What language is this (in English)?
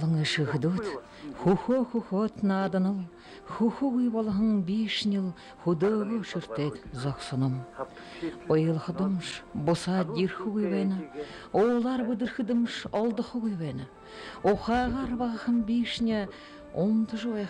Buriat